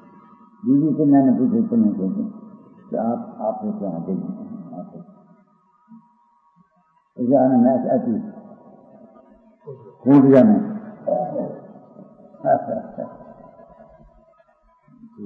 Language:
Gujarati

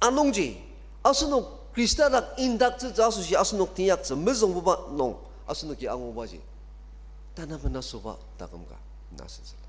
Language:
Ao Naga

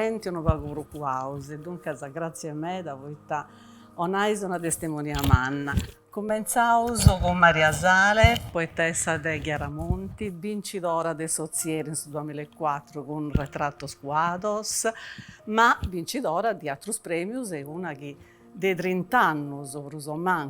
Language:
Sardinian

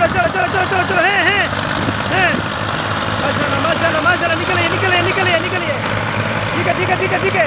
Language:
Saraiki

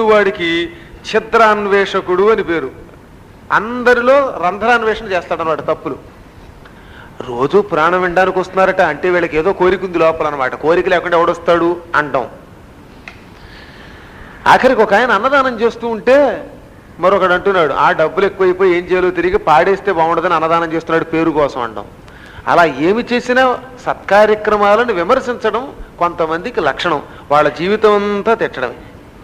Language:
Telugu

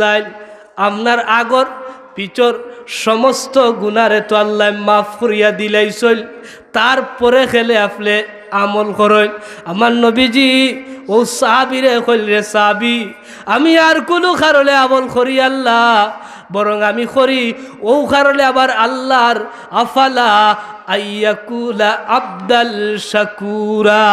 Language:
Sylheti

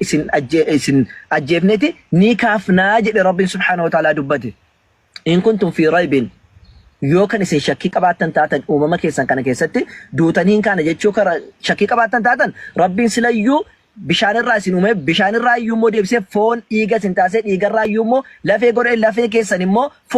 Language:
Oromo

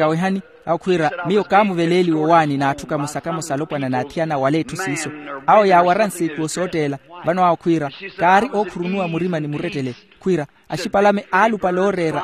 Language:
Makhuwa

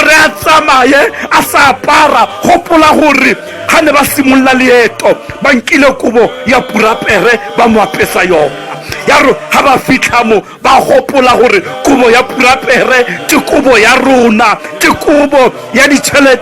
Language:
Tswana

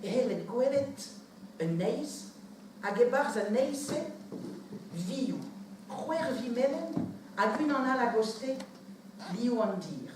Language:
Breton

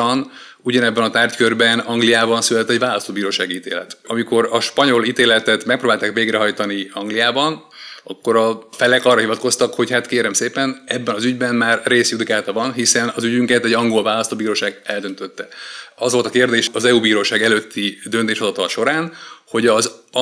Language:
Hungarian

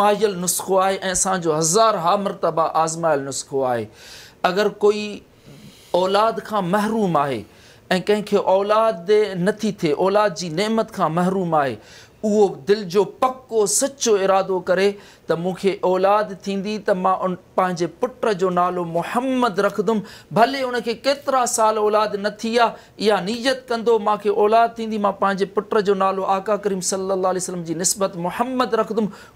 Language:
Sindhi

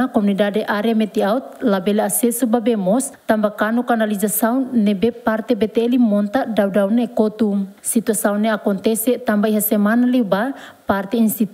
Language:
Tetum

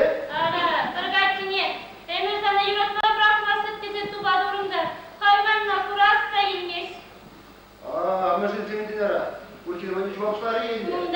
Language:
Chuvash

